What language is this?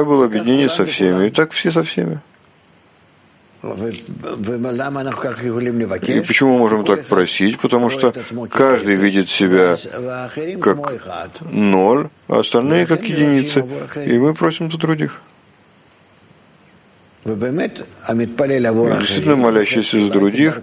Russian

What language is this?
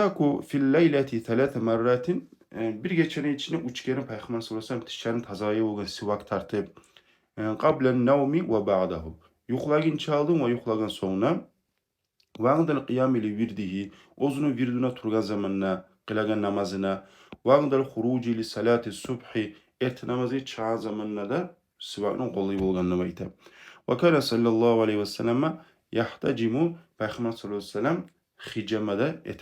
Kumyk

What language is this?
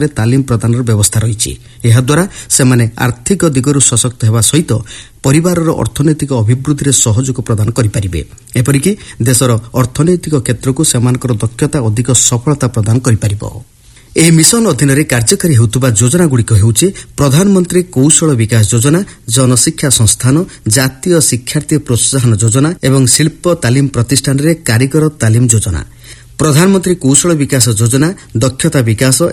Odia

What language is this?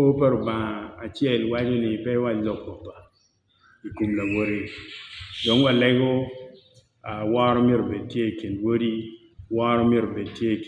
Acoli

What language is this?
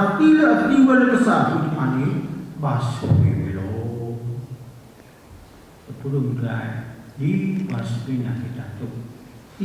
S'gaw Karen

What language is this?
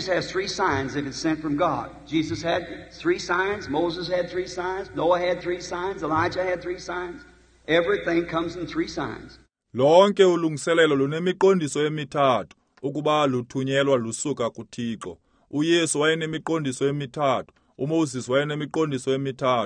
Xhosa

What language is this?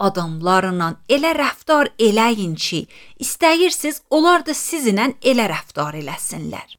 Azerbaijani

